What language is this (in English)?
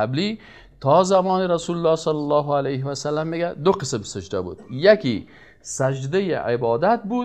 Persian